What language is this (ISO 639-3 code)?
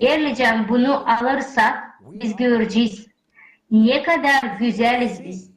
gag